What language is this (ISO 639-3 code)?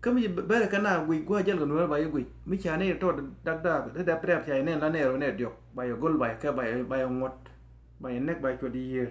nus